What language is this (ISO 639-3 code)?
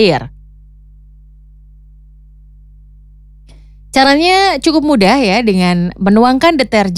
ind